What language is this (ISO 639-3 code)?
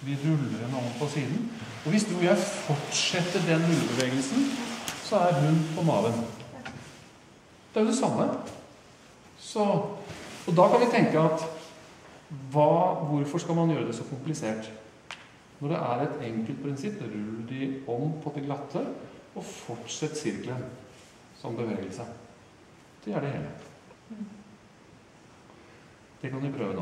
nor